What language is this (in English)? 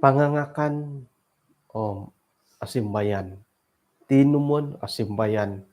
Central Dusun